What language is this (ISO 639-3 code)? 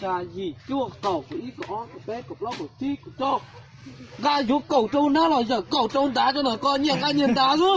hmn